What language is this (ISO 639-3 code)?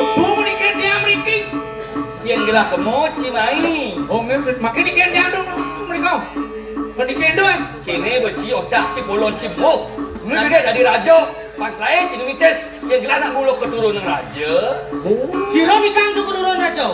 ban